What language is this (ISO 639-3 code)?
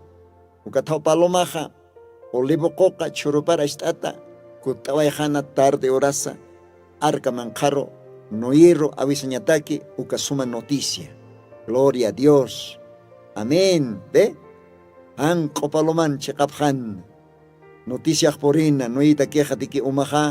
aym